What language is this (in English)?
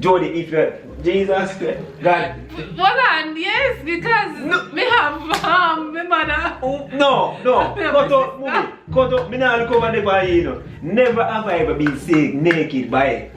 Jamaican Creole English